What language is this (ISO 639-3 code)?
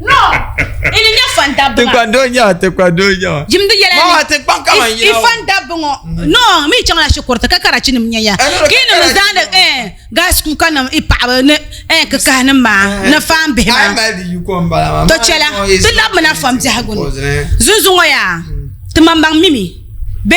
dag